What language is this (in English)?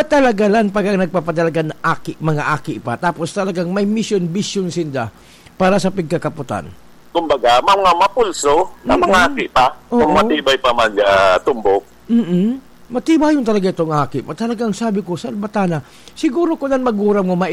Bikol